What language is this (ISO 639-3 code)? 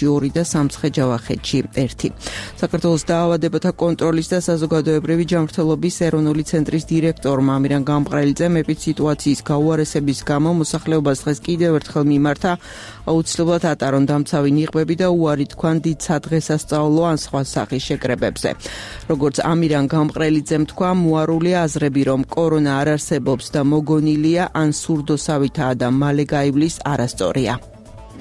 kat